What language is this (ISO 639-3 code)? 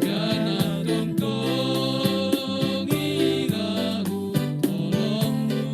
bts